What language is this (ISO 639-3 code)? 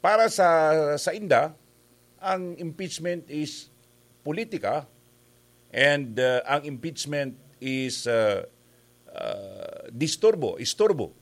bik